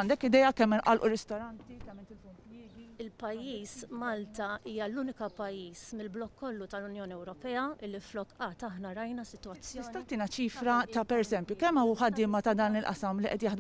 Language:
Maltese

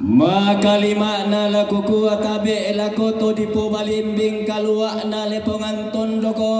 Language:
Toraja-Sa'dan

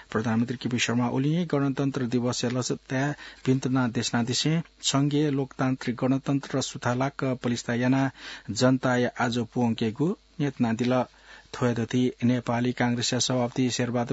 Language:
Newari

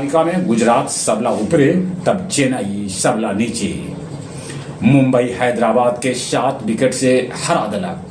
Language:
Magahi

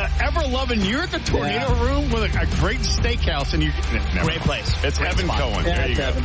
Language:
English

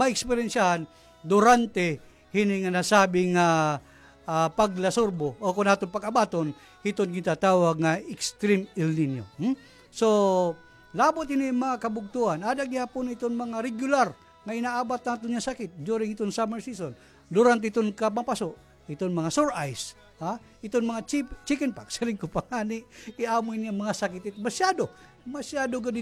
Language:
Waray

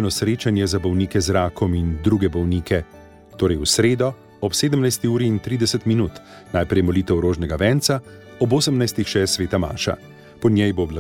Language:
Slovenian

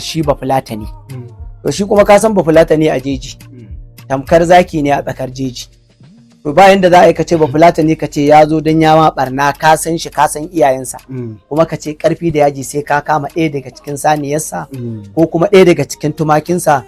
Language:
Hausa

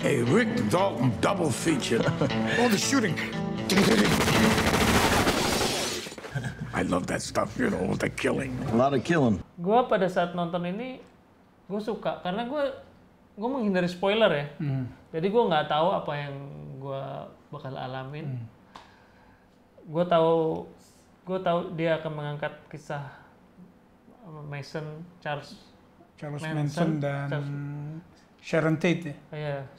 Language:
Indonesian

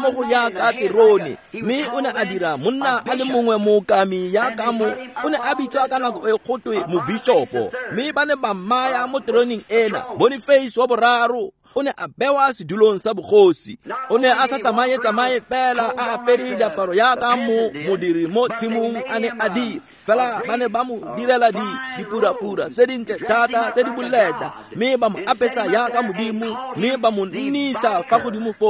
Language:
Tswana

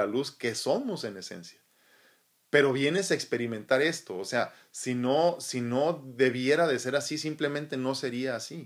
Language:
Spanish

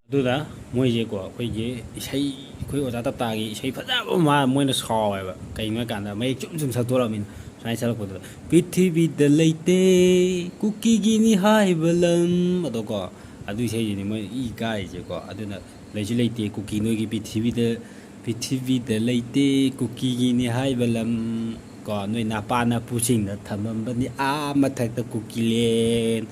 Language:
Manipuri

